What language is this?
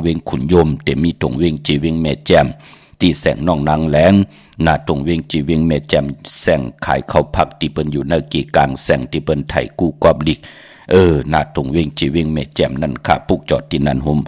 Shan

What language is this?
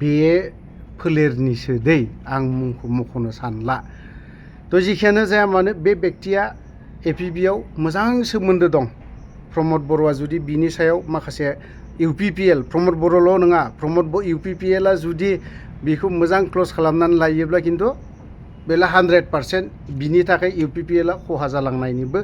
Bodo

